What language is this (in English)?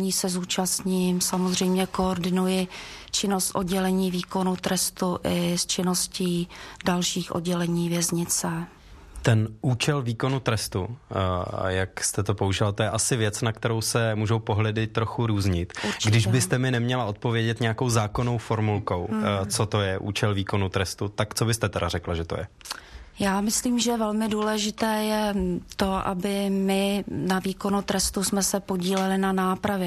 Czech